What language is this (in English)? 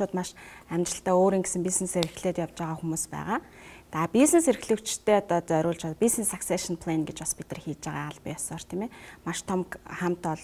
Mongolian